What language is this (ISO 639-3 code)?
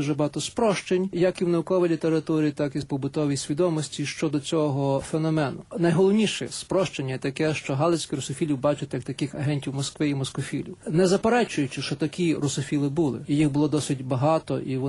ukr